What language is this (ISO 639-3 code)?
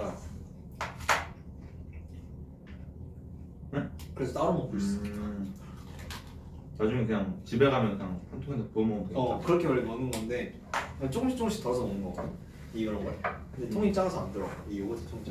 kor